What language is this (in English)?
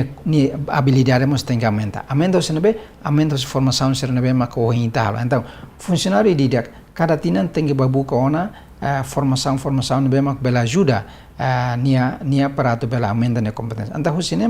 Tetum